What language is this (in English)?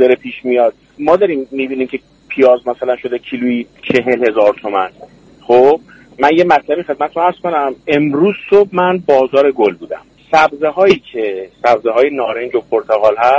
Persian